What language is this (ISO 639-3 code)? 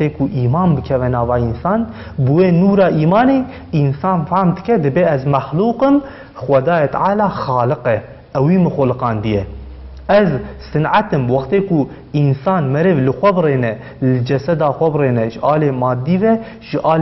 kur